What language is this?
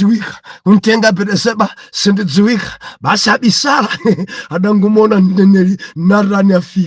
Nyanja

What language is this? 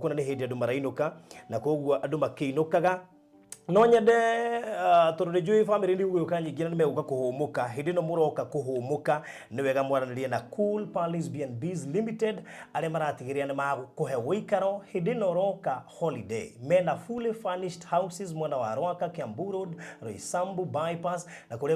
Kikuyu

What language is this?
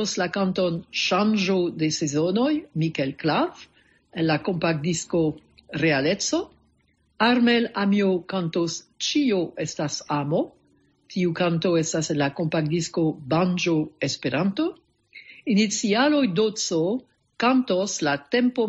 Esperanto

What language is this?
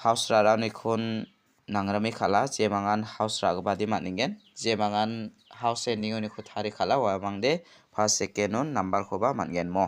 Garo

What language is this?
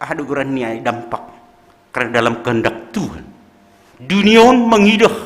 Batak Simalungun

